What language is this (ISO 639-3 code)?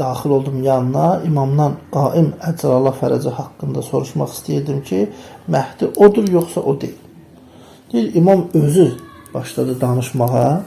aze